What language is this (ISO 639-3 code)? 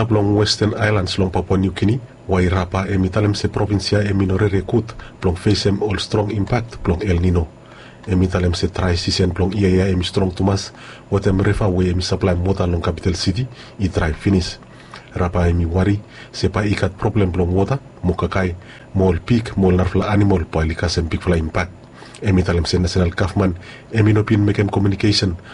bis